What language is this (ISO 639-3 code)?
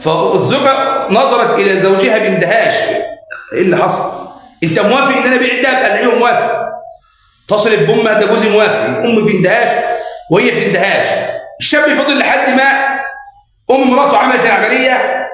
arz